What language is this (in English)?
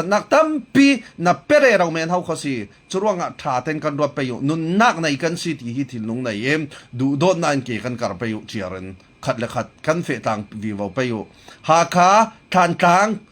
Falam Chin